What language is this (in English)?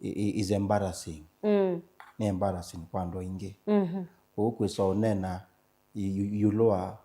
Kamba